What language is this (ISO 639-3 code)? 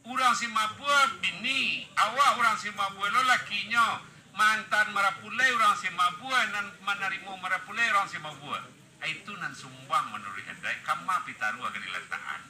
min